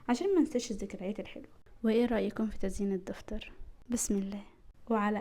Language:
Egyptian Arabic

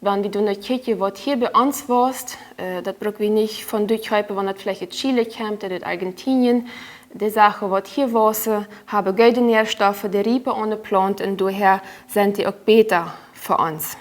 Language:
Plautdietsch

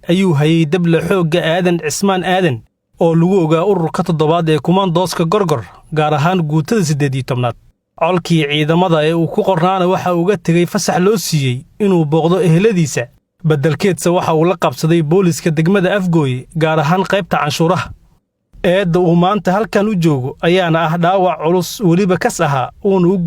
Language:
Somali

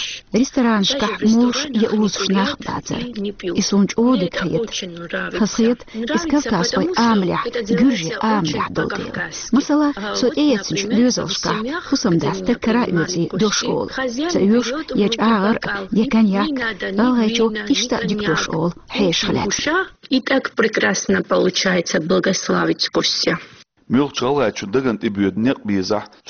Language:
Chechen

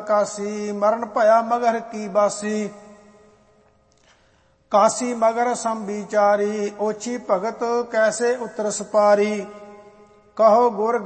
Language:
Punjabi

